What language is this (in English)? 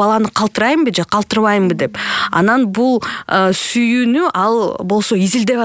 Kyrgyz